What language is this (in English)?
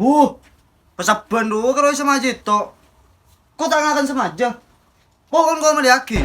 Madurese